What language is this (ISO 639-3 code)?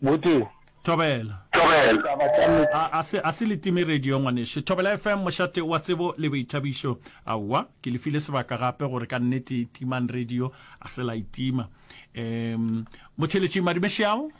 nso